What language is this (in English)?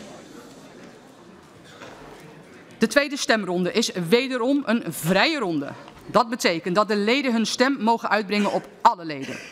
Dutch